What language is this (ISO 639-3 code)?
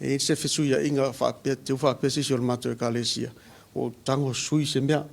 smo